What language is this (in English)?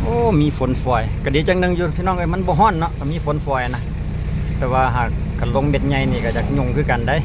Lao